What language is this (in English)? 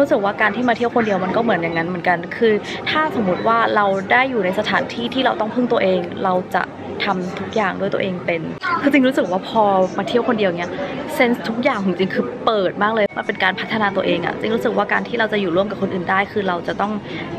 Thai